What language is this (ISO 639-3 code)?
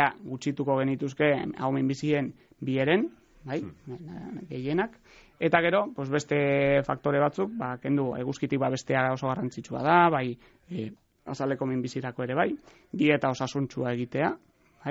eus